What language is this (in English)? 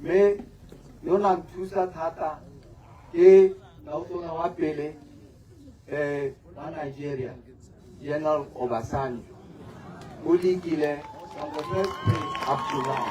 Tswana